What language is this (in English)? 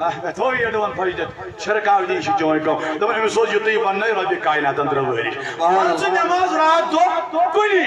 Kashmiri